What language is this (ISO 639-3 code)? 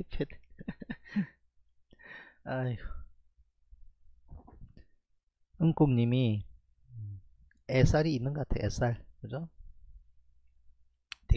kor